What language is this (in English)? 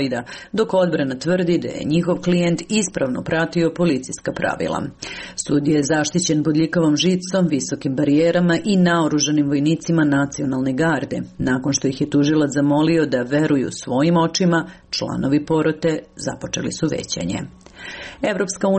Serbian